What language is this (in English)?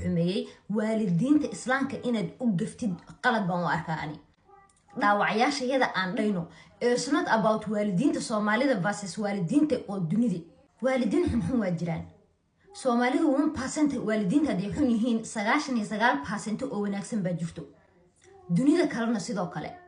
Somali